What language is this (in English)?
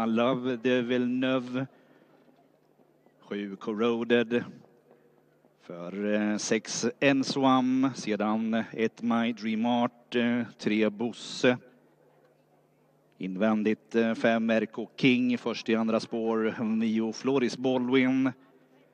Swedish